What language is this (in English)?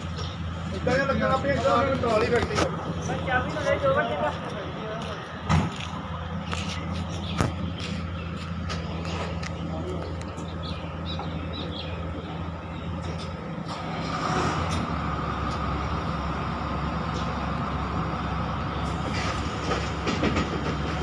Punjabi